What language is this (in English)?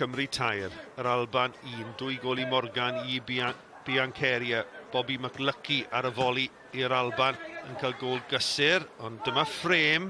Welsh